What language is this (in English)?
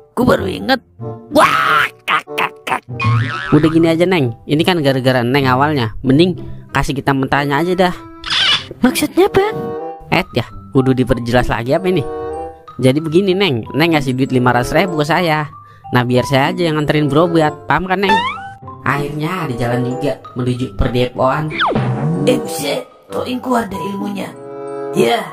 Betawi